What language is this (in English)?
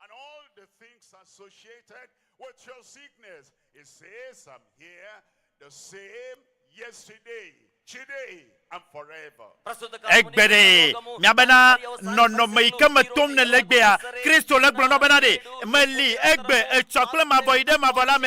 Ewe